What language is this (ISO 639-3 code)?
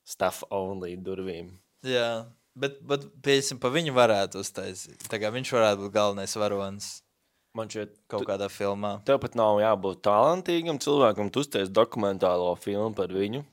lav